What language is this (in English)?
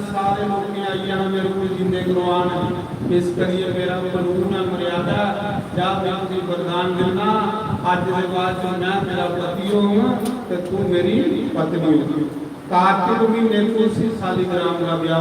Dogri